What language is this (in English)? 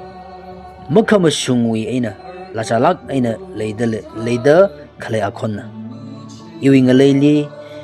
Tangkhul Naga (India)